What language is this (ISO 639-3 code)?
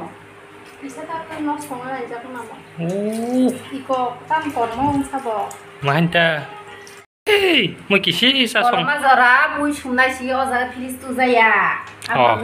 trp